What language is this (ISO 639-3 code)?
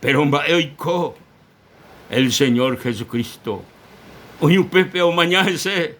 grn